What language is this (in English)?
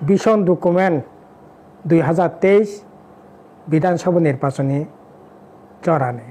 Kok Borok